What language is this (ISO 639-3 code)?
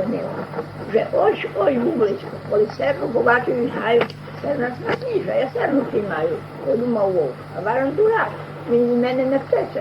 rue